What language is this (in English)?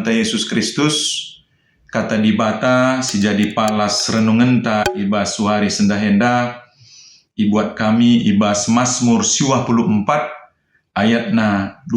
Batak Karo